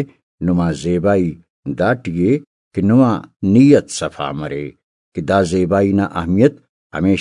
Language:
Brahui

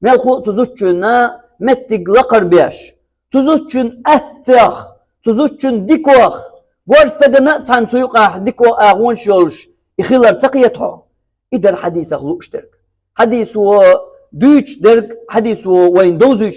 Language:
Chechen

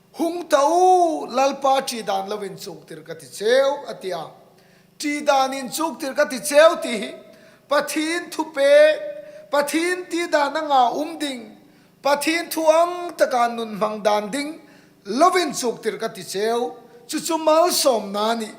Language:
Hmar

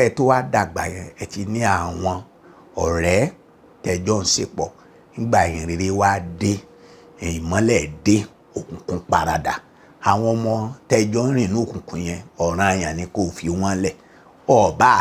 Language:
Yoruba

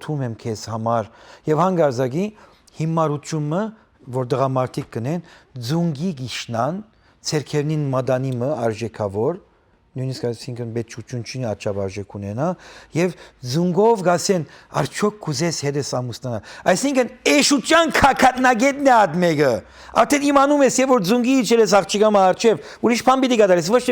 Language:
Western Armenian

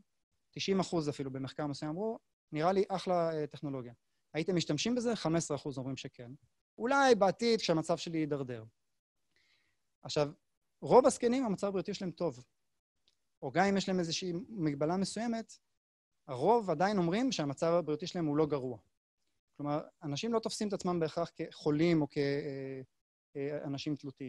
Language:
Hebrew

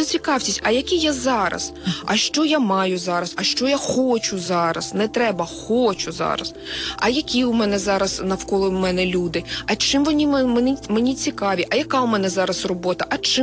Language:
Ukrainian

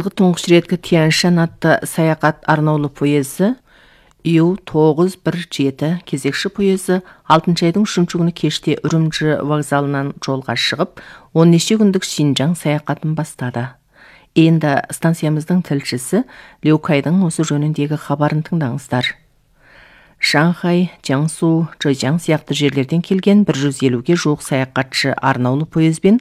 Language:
Kazakh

